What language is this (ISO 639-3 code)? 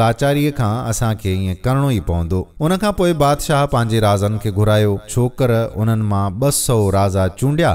snd